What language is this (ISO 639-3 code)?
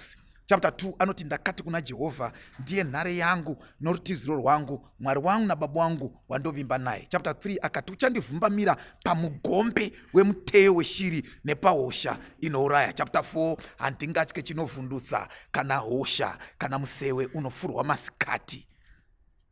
sna